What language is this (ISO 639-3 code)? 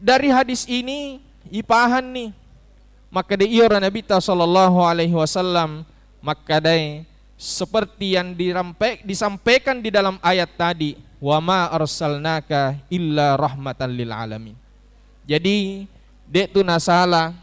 bug